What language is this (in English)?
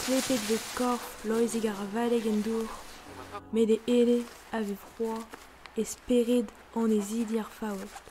Breton